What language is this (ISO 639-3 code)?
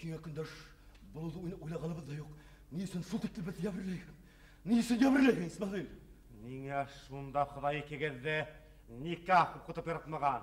bak